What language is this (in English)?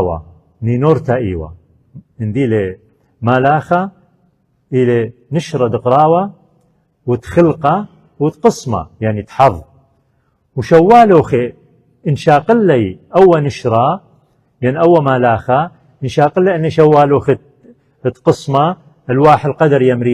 Assyrian Neo-Aramaic